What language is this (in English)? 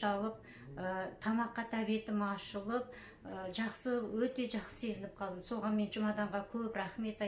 Kazakh